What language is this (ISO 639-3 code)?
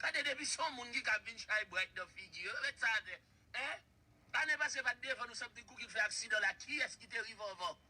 hat